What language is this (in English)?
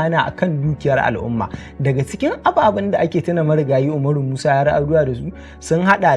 Hausa